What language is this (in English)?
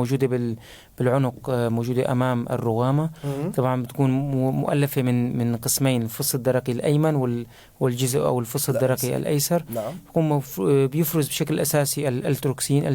North Levantine Arabic